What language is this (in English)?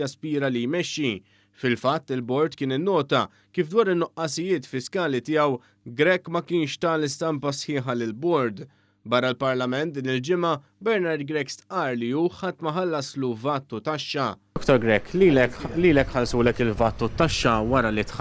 Maltese